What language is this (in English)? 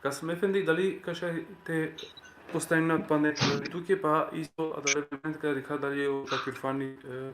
Balkan Romani